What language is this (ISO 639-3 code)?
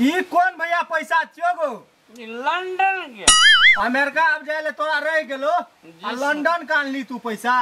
mai